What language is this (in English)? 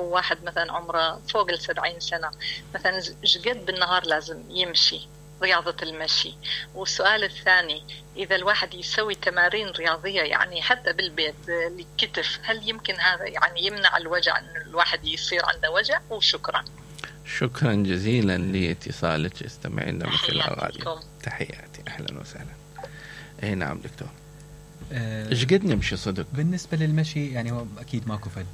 Mesopotamian Arabic